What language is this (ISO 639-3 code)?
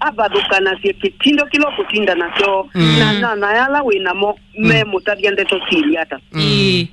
kam